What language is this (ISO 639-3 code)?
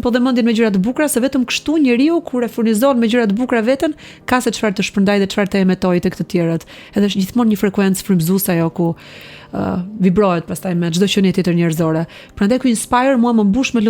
sqi